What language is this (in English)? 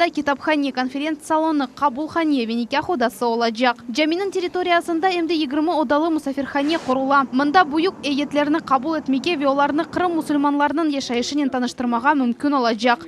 Crimean Tatar